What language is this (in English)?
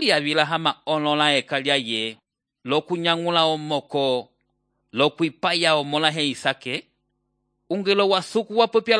Umbundu